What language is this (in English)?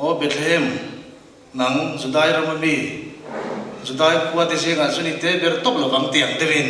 Mizo